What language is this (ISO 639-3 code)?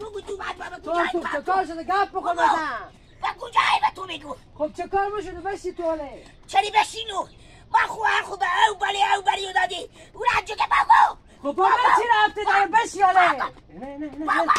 haz